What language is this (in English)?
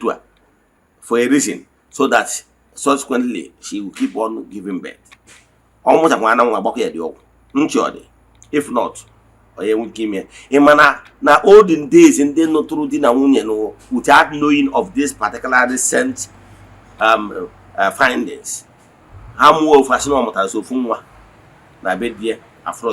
Igbo